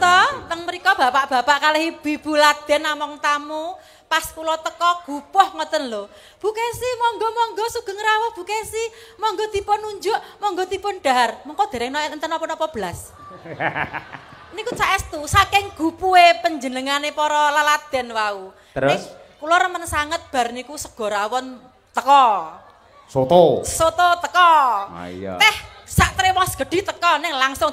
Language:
Javanese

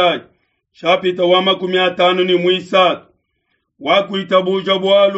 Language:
Luba-Lulua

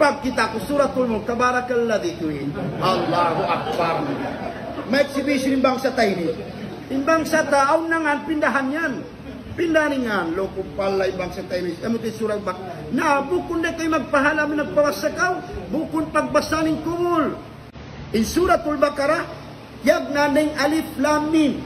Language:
Tausug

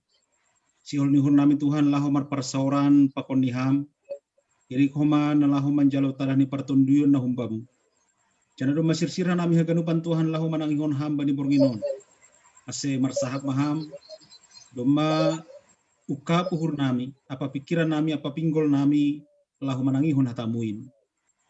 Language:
Batak Simalungun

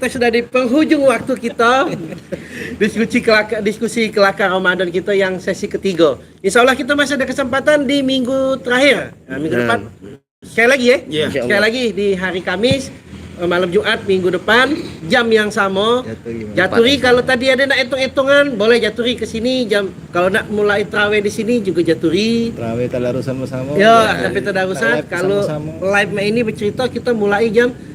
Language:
Musi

